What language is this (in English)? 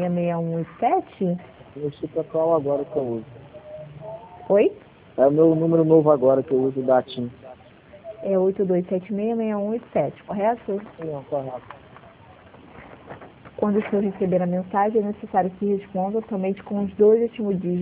Portuguese